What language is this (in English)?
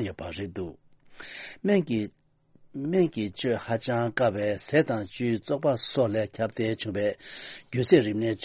Tibetan